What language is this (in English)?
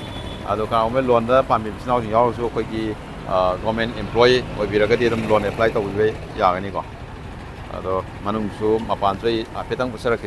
Manipuri